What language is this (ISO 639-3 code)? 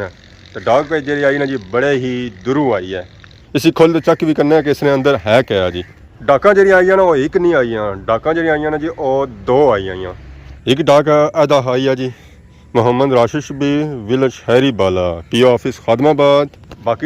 phr